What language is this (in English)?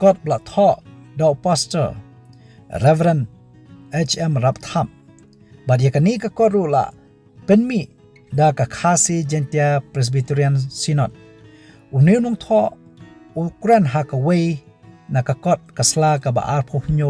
Khasi